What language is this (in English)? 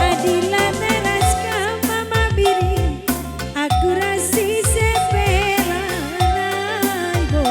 Batak Karo